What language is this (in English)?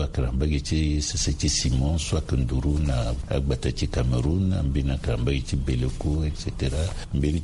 Sango